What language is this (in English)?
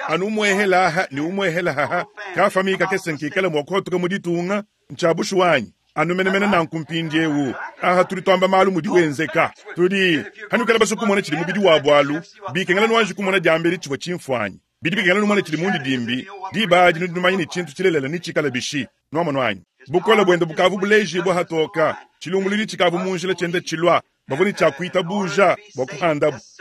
Luba-Lulua